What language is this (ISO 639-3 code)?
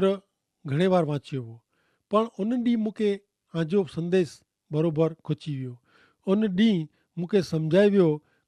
kfr